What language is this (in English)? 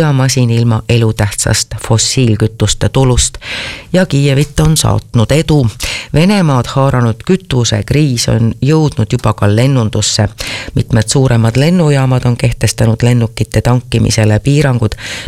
Estonian